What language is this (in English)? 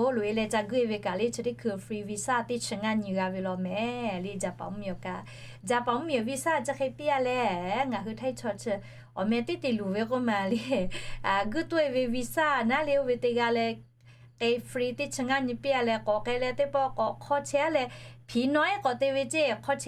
Lahu